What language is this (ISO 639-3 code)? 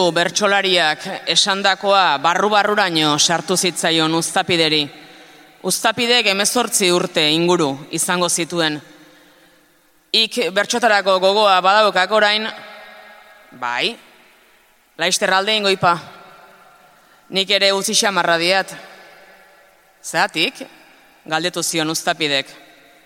eus